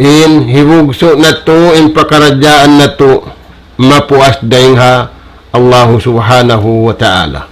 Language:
Tausug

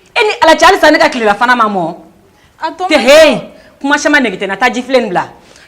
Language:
Bambara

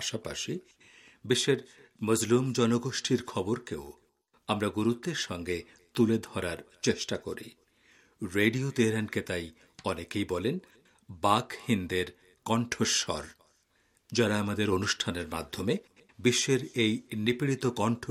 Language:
Bangla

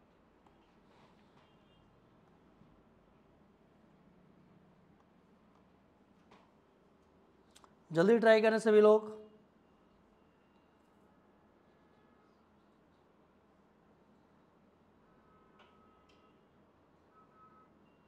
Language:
Hindi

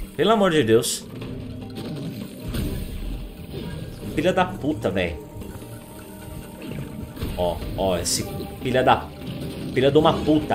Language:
Portuguese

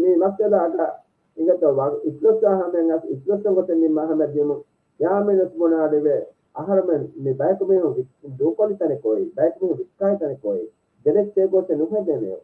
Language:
Divehi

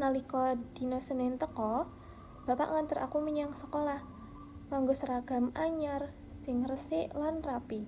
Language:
Javanese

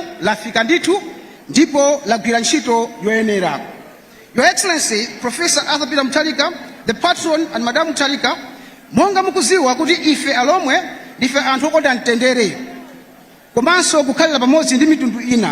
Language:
Nyanja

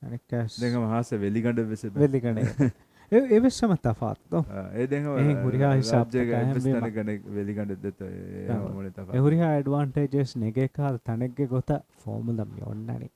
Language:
Divehi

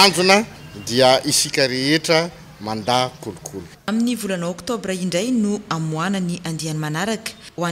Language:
Malagasy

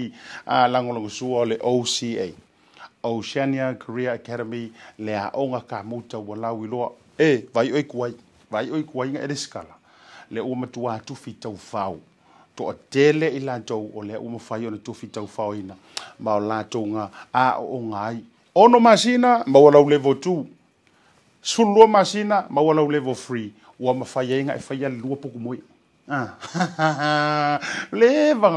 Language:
Samoan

